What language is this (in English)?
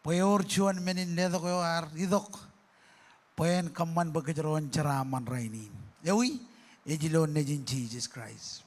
Marshallese